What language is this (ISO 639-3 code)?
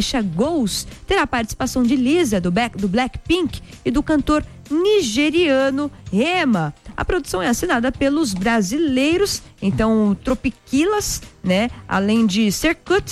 por